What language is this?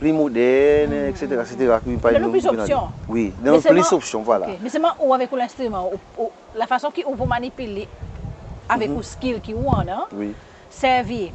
Seselwa Creole French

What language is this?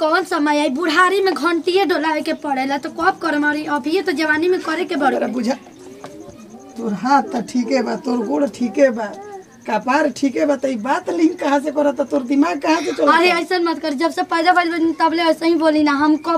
Bhojpuri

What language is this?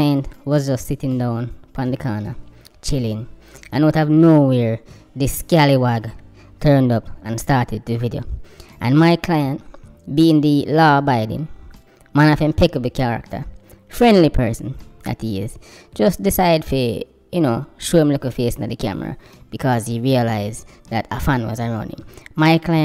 Jamaican Creole English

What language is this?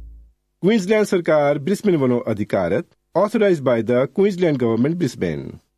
Punjabi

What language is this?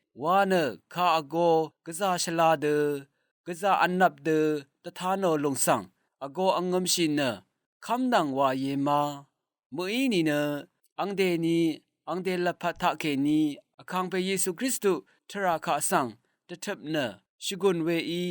Rawang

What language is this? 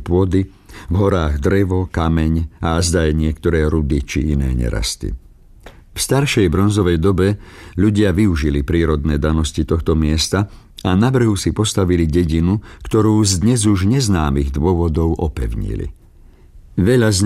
Slovak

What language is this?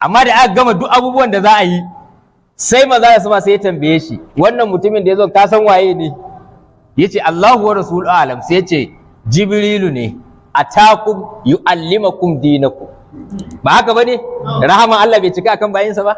Hausa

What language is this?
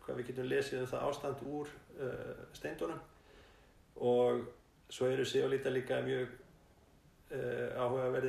Icelandic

